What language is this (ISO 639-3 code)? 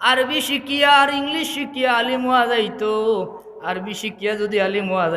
syl